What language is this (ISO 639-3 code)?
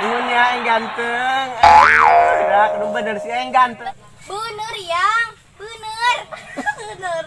bew